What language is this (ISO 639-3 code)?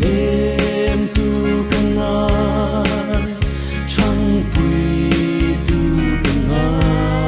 hmr